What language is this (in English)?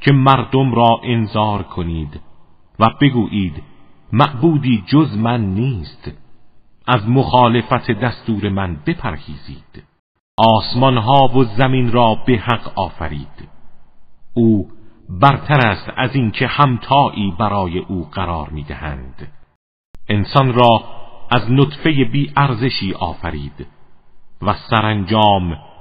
Persian